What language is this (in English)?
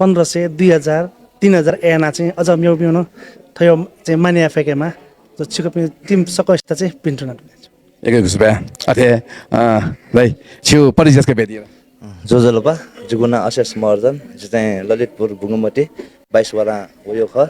Newari